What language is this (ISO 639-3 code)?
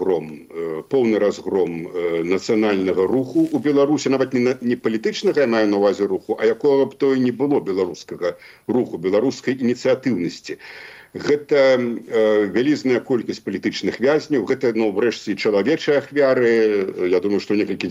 bel